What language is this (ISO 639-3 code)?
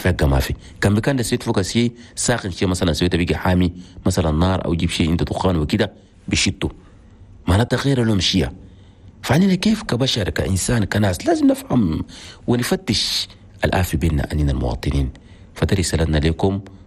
shu